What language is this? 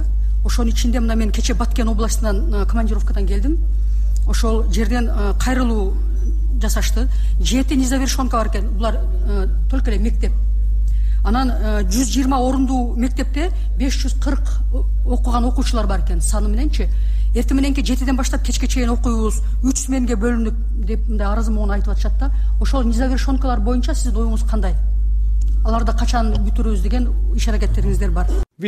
Kyrgyz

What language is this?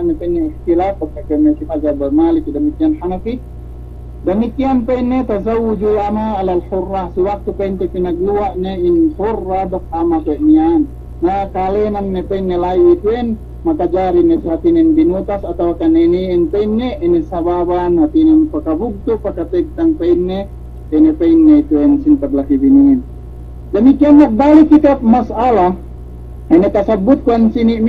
Yakan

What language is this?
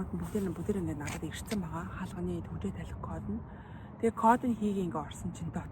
Mongolian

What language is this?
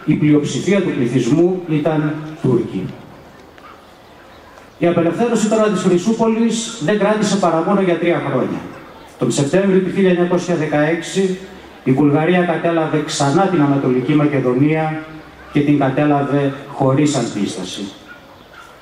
Greek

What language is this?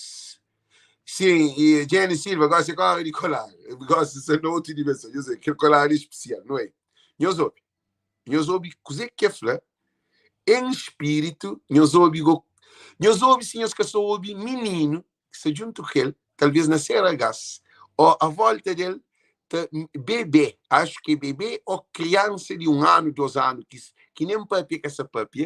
Kabuverdianu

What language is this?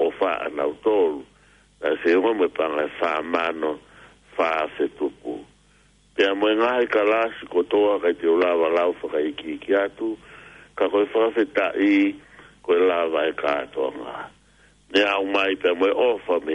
Tongan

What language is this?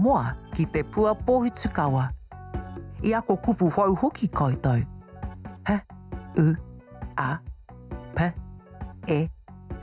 Māori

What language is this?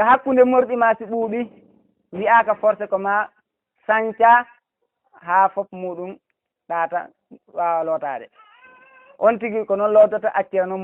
Fula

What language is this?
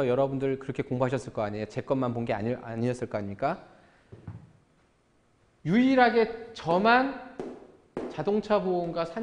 Korean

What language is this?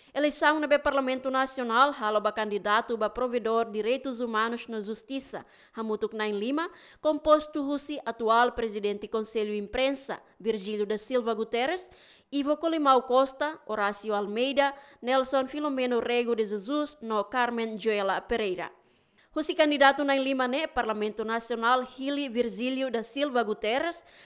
Tetum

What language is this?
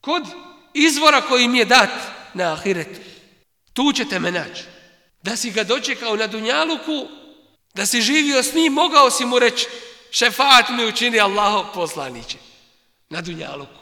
Bosnian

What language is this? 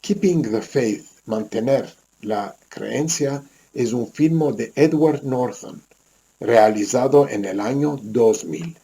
Ladino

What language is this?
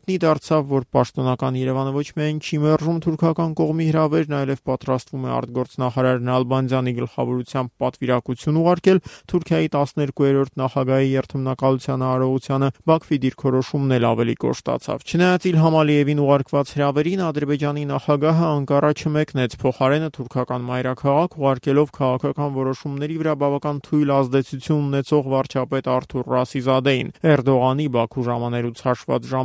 Armenian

